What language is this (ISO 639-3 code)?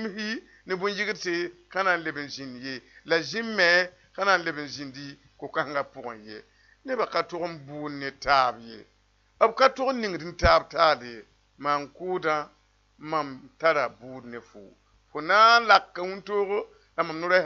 mos